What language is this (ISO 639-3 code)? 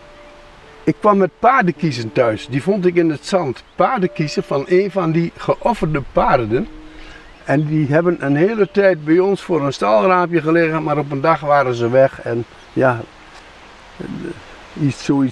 nld